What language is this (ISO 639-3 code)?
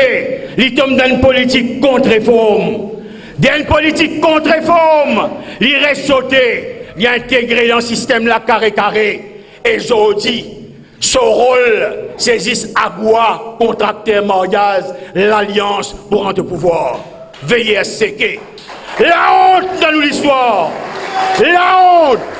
mfe